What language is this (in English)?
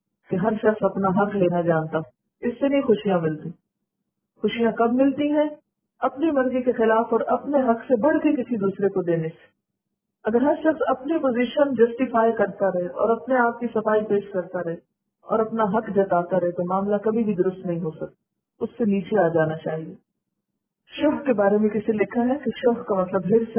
Urdu